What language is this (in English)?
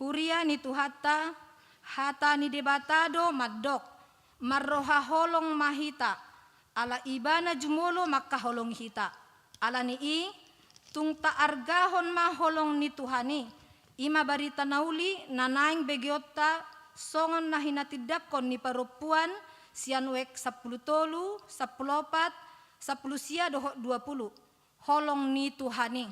Batak Toba